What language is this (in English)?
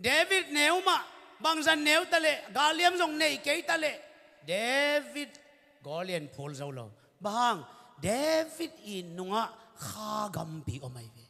Tedim Chin